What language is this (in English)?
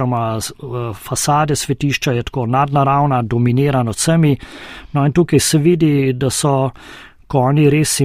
Slovenian